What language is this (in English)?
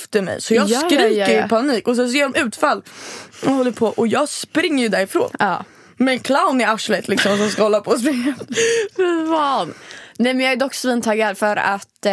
Swedish